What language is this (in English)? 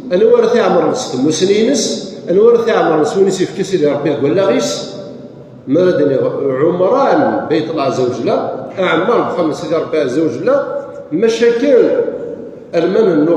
Kabyle